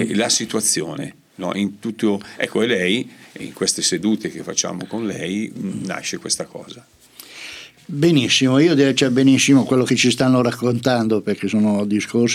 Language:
Italian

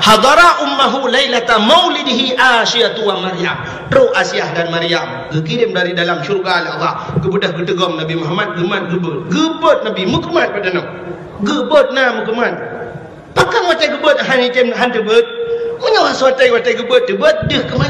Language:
Achinese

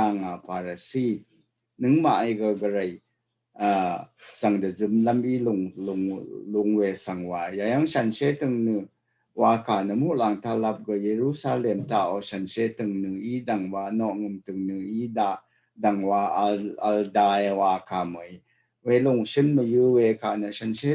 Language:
Rawang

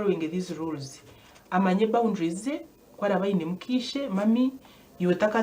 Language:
Nyankole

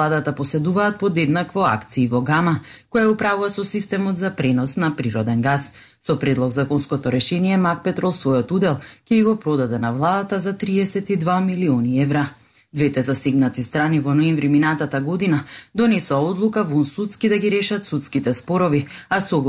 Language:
Macedonian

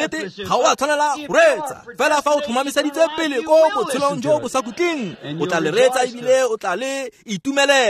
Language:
Tswana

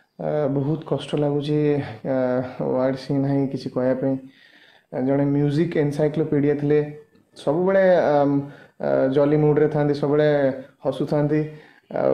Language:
Odia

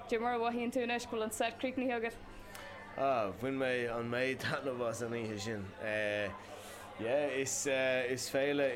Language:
Irish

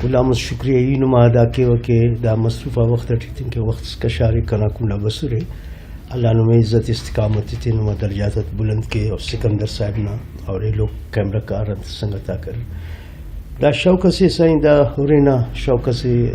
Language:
Brahui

